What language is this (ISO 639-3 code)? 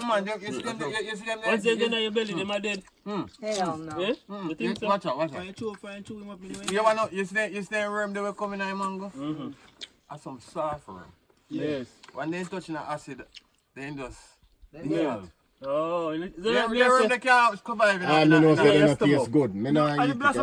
jam